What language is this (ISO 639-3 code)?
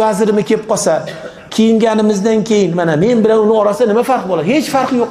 uzb